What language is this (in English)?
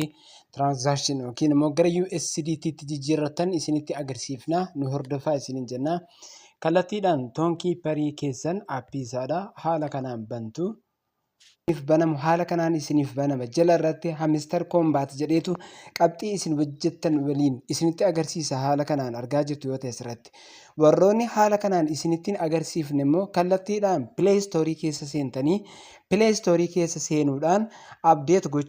Oromo